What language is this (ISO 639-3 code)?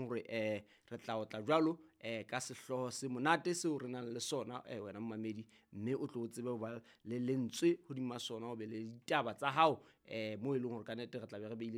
sot